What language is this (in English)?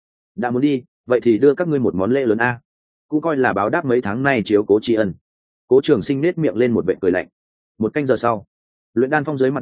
Vietnamese